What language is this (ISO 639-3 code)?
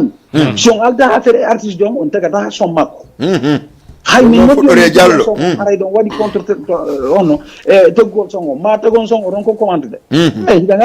ful